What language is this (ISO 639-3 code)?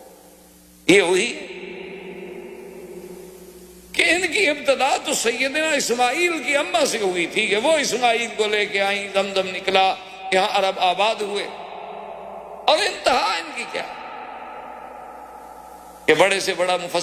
urd